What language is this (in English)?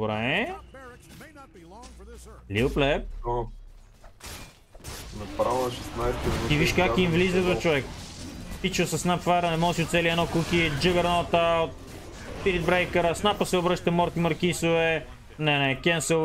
Bulgarian